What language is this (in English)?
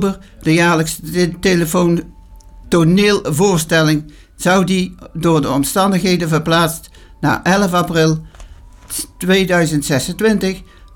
Dutch